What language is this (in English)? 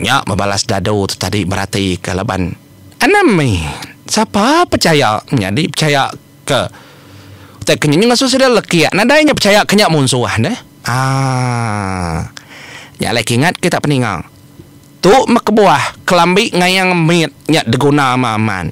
Iban